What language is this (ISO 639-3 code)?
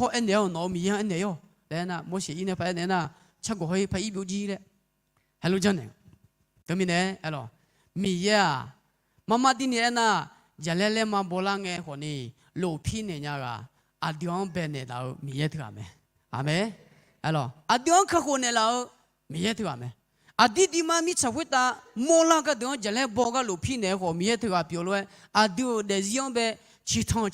ahk